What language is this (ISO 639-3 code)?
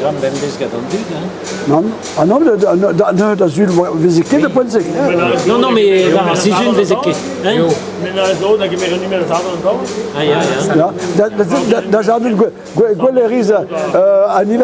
bre